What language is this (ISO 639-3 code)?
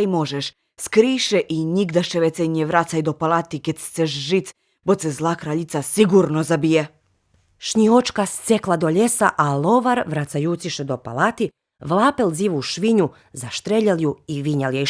rue